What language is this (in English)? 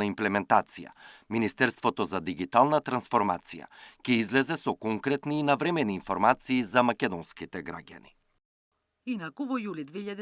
Macedonian